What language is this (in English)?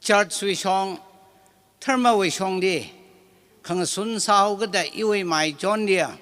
Tangkhul Naga (India)